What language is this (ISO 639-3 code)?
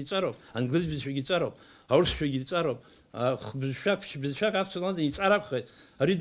abk